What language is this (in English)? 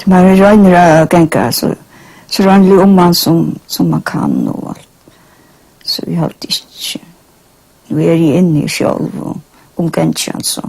Faroese